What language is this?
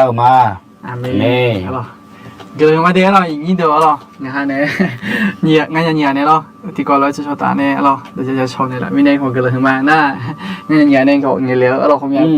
Akha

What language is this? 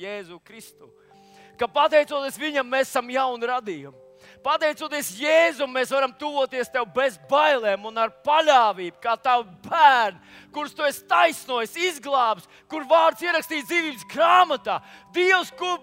Latvian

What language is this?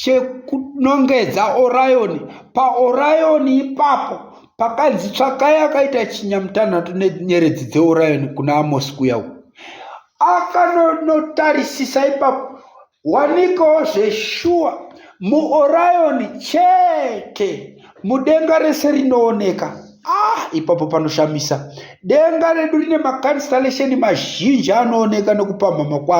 Shona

